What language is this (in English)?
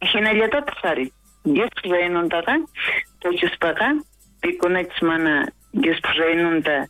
South Bolivian Quechua